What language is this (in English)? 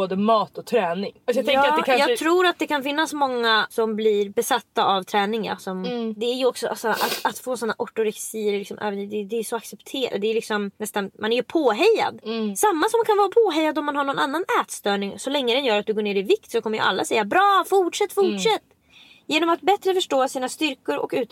Swedish